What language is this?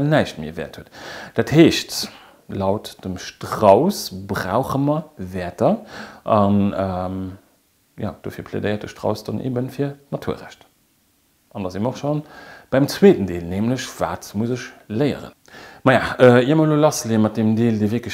Luxembourgish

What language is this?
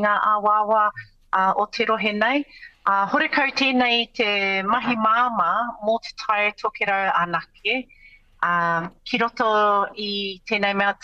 Māori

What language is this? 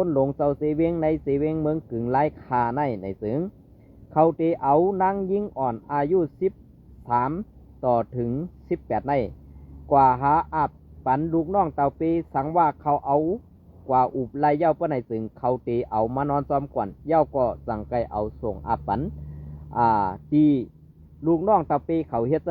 Shan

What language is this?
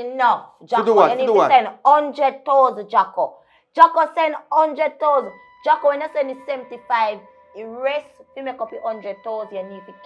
Jamaican Creole English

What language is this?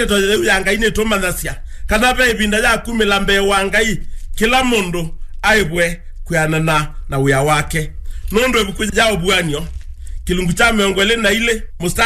Kamba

